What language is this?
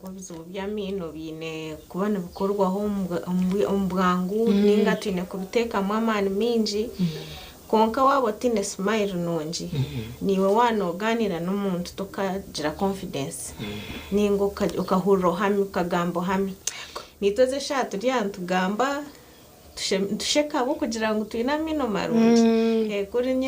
Nyankole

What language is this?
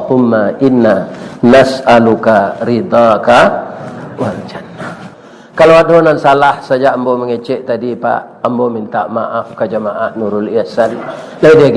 Minangkabau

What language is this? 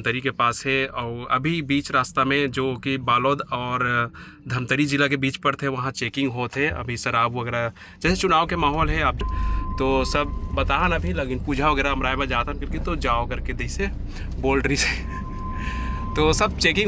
Chhattisgarhi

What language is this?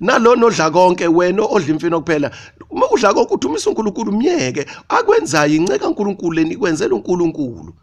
Zulu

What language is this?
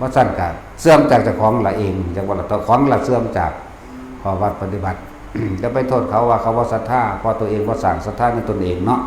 Lao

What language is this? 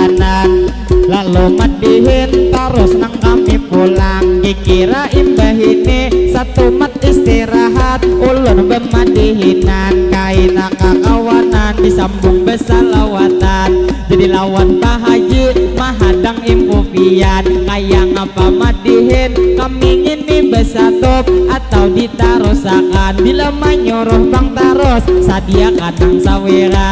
Banjar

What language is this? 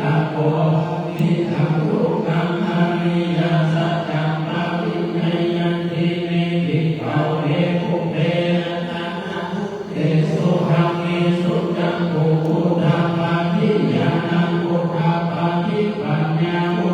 Pali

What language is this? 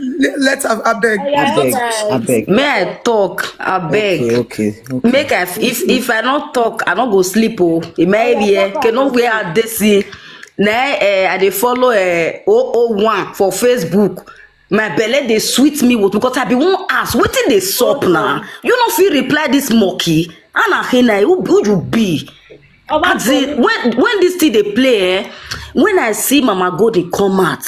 Nigerian Pidgin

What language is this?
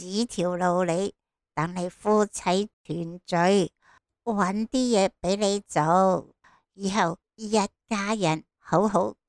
Cantonese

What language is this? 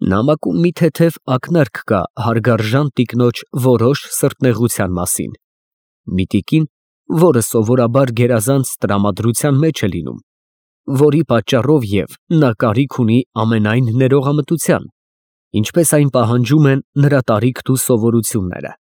Armenian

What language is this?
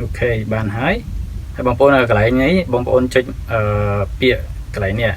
Khmer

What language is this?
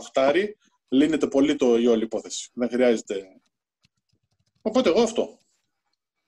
Greek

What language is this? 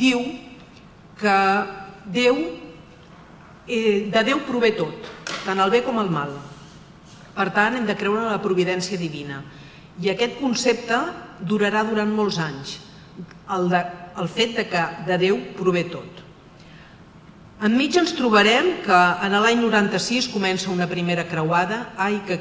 Catalan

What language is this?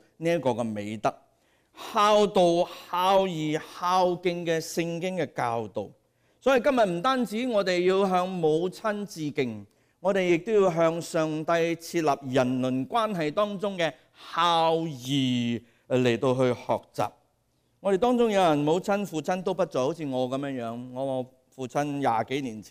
Cantonese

